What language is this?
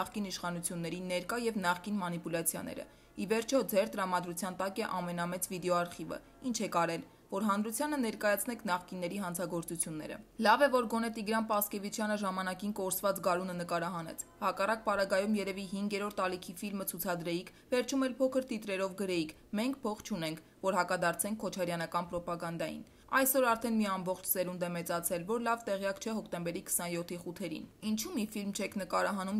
Armenian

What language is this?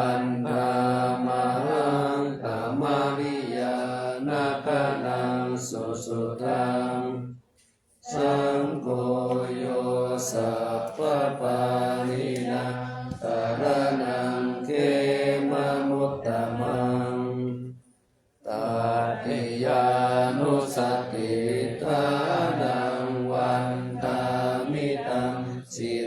Pali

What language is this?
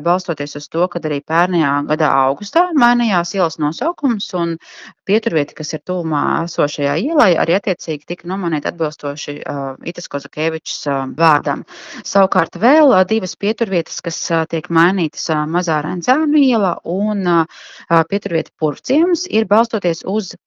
Latvian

